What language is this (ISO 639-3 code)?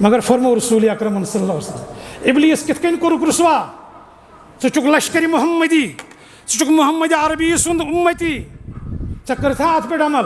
kas